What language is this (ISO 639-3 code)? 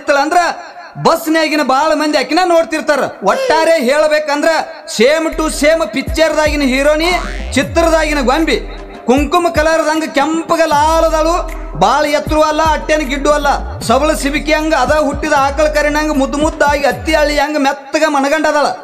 kan